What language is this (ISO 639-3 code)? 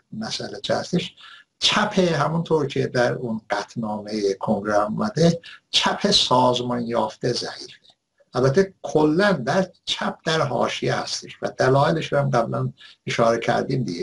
fas